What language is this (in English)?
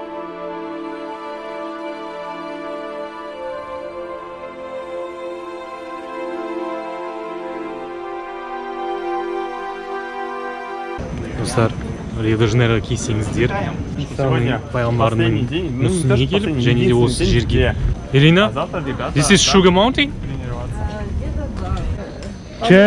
Kazakh